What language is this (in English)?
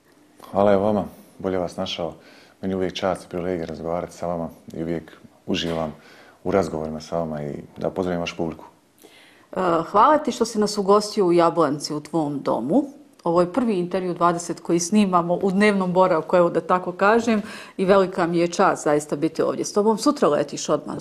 Bosnian